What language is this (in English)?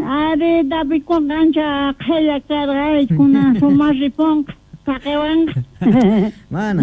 South Bolivian Quechua